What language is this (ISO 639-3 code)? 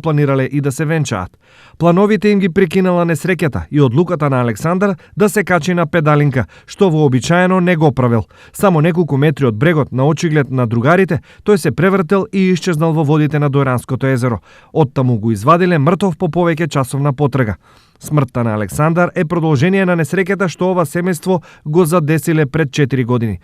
mkd